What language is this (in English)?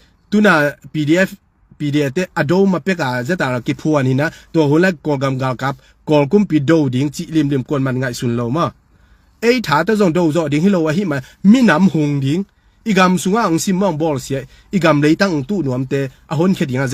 Tedim Chin